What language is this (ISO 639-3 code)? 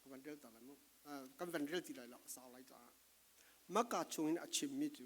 cfm